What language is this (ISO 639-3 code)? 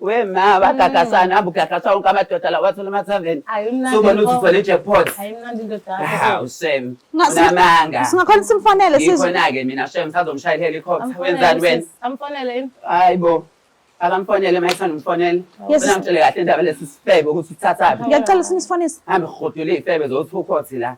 zul